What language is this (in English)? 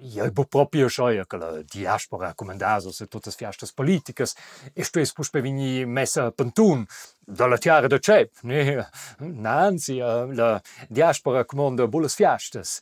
Romansh